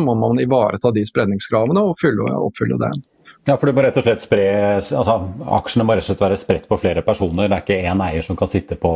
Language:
Norwegian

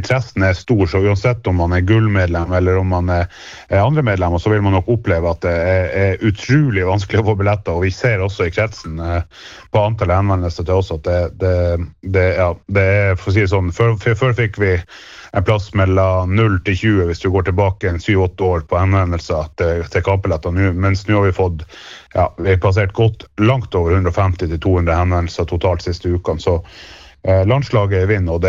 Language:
Norwegian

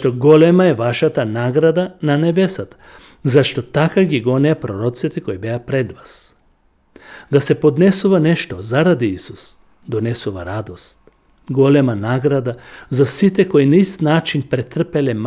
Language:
Macedonian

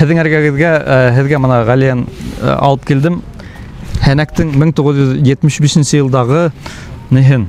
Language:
Bashkir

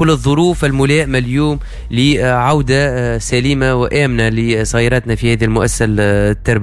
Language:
Tunisian Arabic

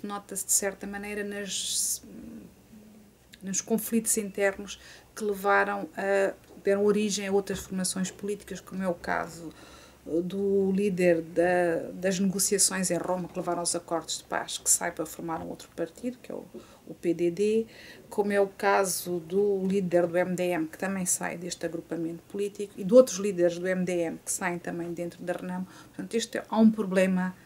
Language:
Portuguese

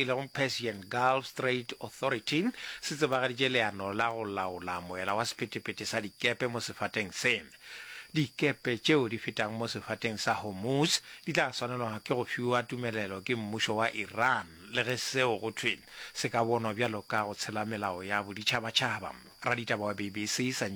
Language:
Northern Sotho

